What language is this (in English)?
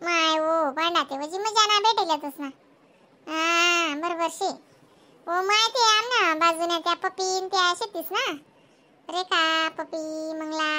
Khandesi